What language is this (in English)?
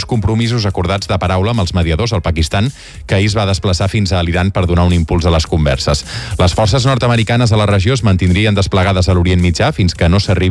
Catalan